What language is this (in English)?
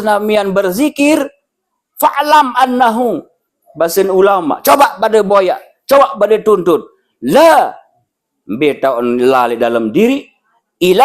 Sasak